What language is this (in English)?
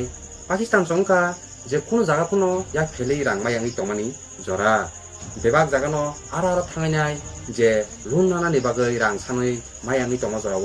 Kok Borok